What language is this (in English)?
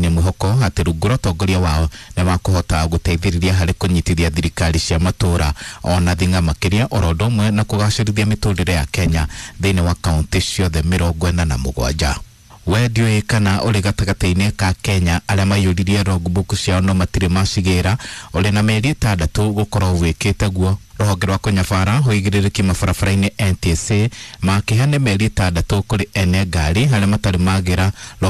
Kikuyu